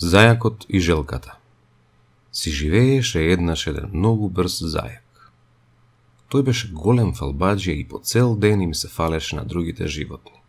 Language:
Macedonian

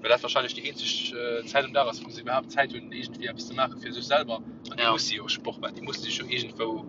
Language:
Luxembourgish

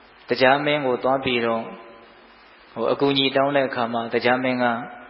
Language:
Burmese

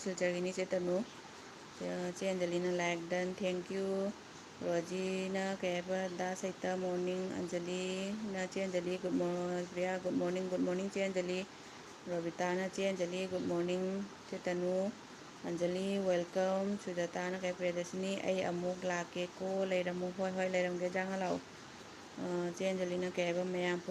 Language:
Manipuri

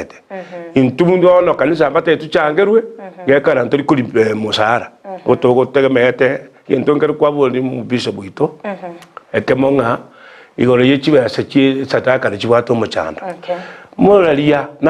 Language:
Gusii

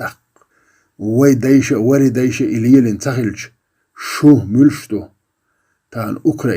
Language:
Chechen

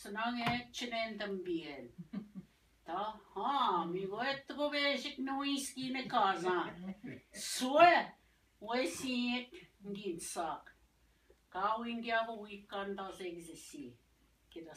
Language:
Ojibwa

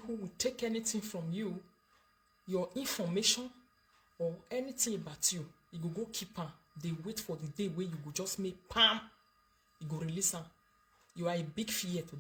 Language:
Nigerian Pidgin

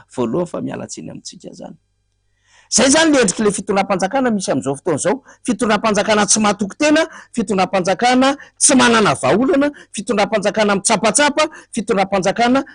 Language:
Malagasy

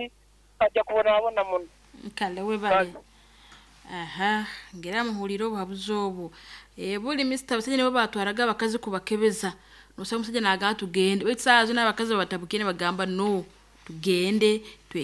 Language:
Nyankole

